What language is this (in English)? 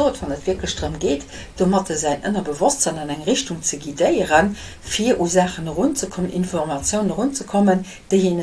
Luxembourgish